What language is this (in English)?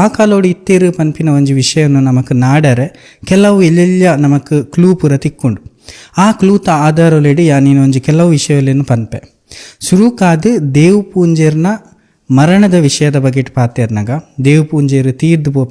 Tulu